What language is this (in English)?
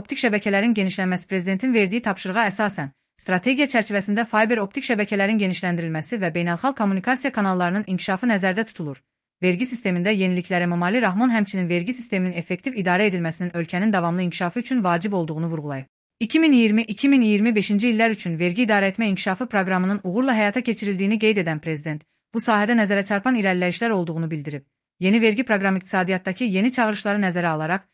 Azerbaijani